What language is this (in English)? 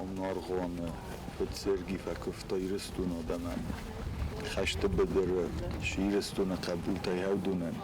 Ossetic